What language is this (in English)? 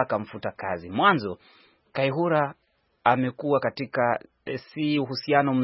Swahili